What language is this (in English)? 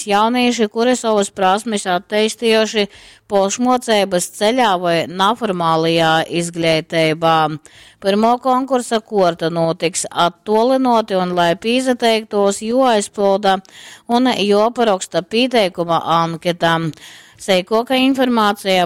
Latgalian